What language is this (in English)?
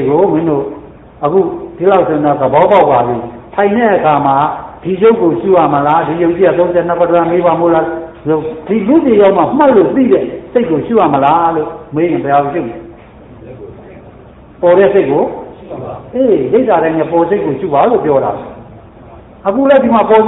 Burmese